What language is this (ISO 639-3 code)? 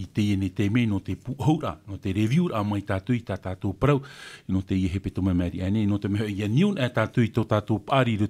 tah